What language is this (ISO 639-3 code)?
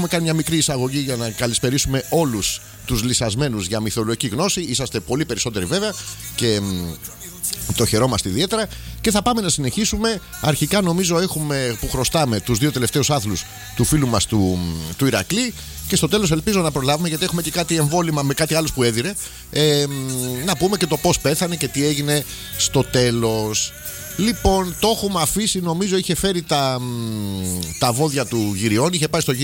ell